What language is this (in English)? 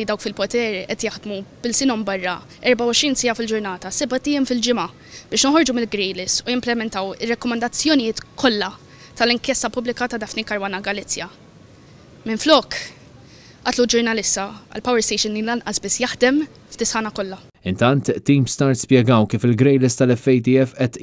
Maltese